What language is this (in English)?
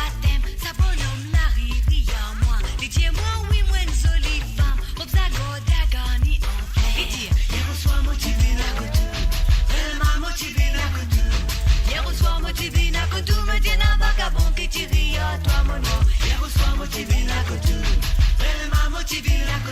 Morisyen